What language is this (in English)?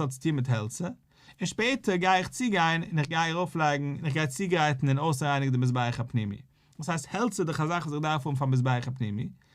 Yiddish